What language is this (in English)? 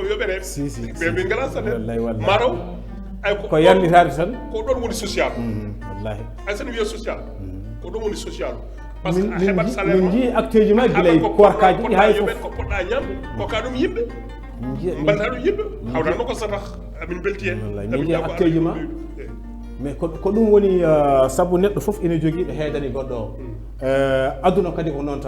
Fula